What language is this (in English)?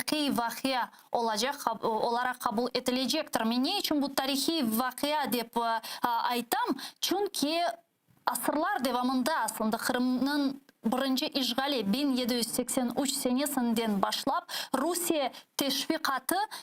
Crimean Tatar